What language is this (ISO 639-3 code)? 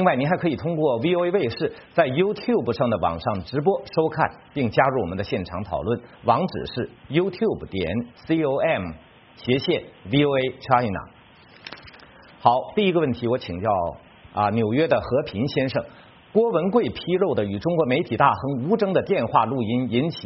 zho